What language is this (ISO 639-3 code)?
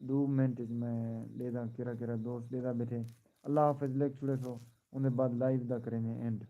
skr